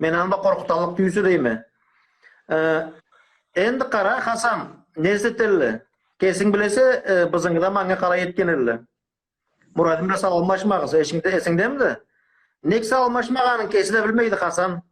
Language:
Karachay-Balkar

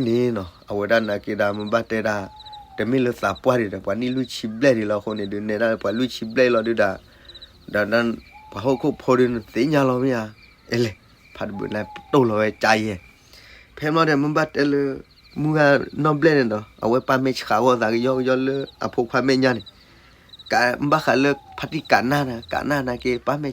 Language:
S'gaw Karen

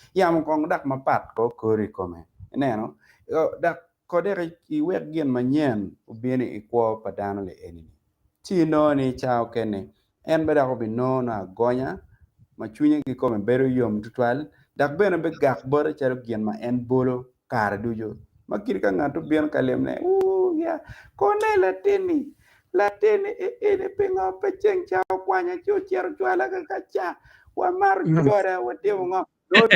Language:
Acoli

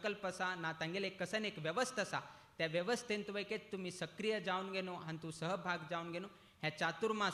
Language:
Konkani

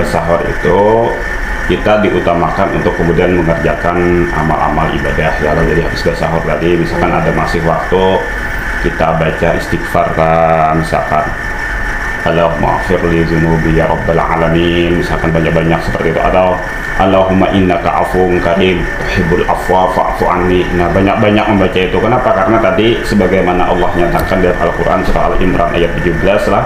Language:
Banjar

